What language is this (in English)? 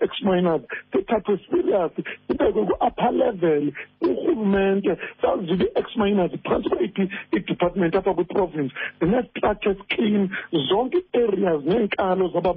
Xhosa